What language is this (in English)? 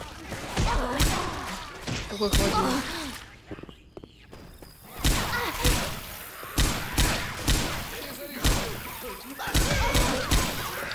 Russian